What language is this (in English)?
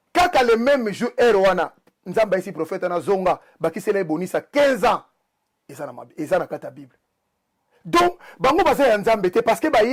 Lingala